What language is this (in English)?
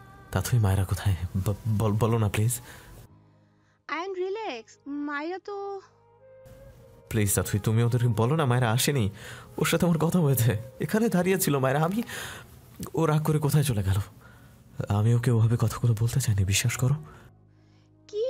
Bangla